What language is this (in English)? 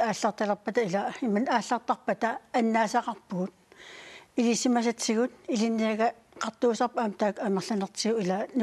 Kalaallisut